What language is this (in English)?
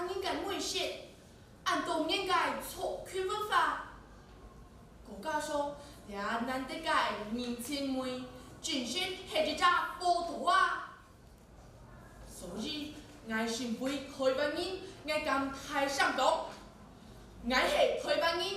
Hakka Chinese